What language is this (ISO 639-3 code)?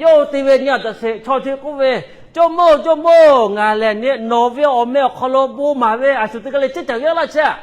lhu